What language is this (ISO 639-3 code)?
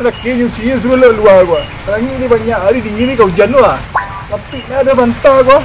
min